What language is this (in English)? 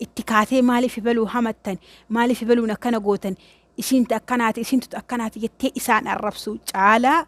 Oromo